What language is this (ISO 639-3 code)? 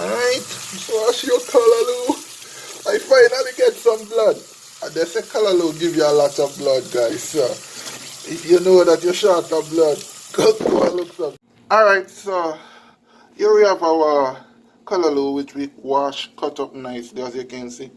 jam